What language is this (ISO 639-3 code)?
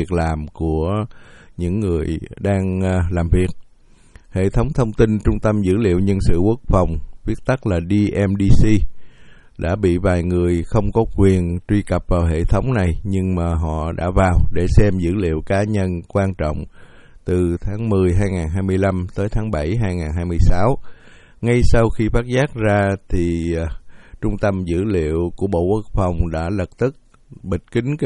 vie